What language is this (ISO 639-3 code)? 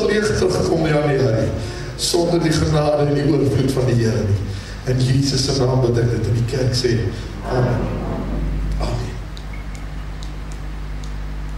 afr